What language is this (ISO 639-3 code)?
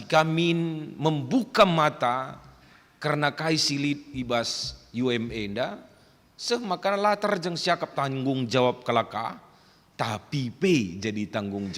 btx